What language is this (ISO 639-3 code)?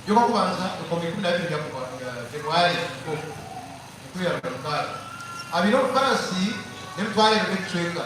nyn